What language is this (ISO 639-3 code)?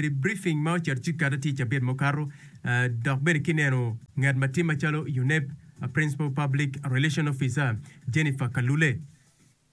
ach